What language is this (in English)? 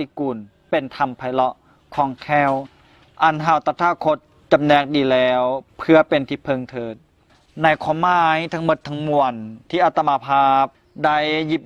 Lao